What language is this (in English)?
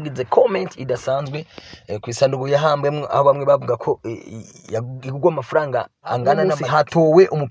Rundi